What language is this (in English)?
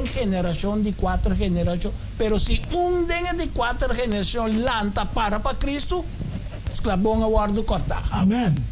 Papiamento